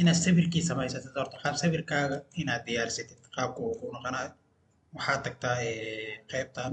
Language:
Somali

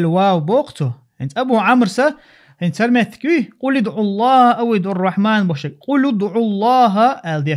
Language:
Chechen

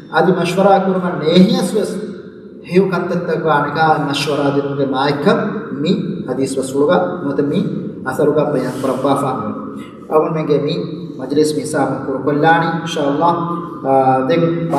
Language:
Divehi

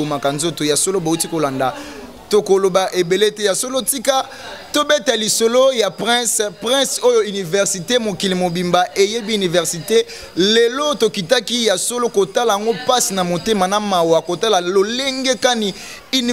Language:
Lingala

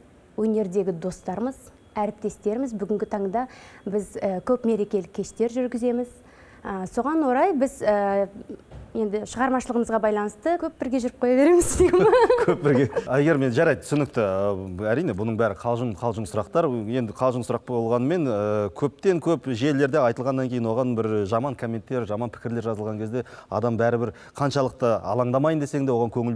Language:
Kazakh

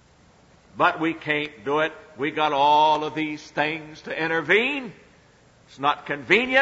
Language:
English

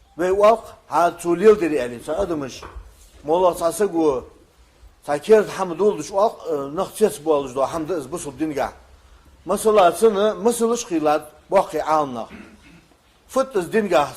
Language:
Ingush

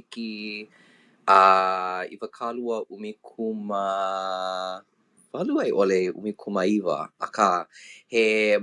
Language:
Hawaiian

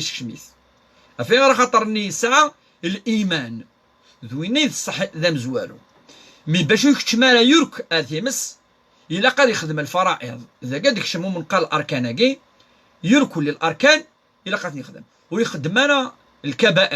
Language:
Kabyle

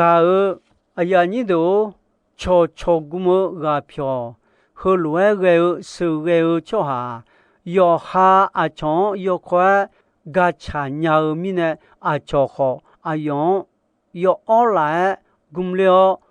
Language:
Akha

